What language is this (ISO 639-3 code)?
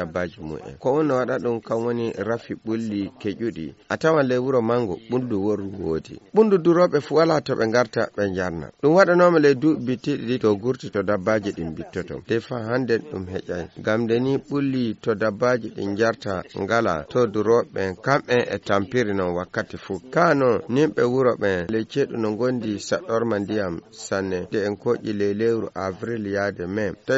ful